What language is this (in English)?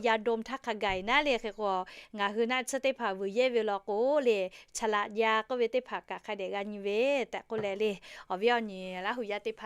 Lahu